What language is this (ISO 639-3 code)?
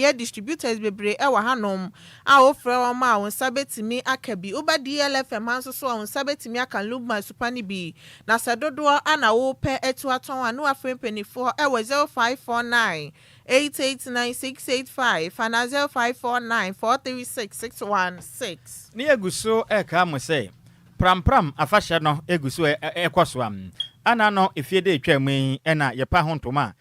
aka